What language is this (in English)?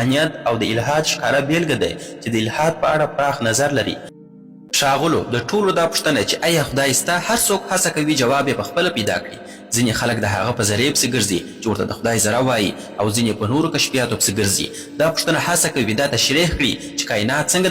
Pashto